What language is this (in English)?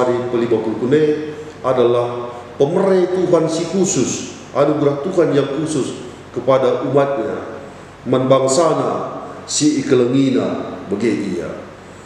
Batak Karo